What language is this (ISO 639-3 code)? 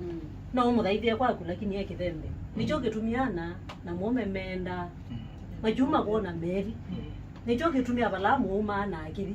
kam